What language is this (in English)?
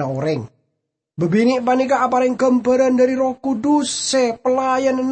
Madurese